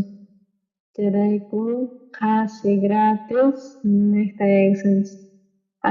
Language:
South Bolivian Quechua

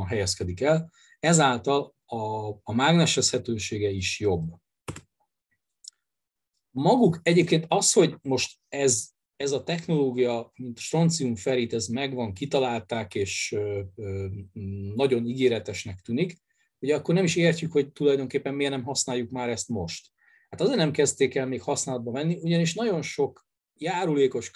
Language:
Hungarian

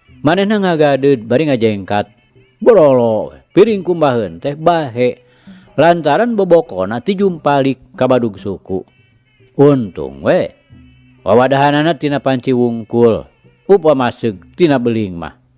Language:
Sundanese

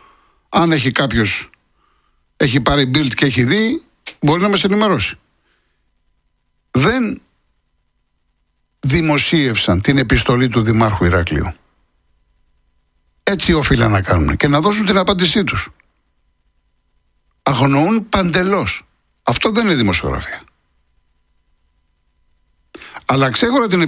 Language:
Greek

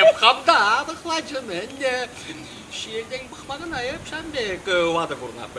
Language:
Chuvash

